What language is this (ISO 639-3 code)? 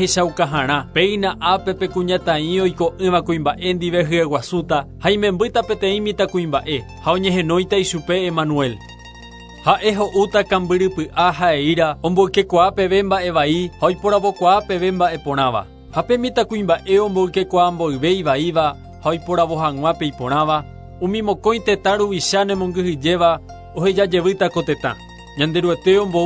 grn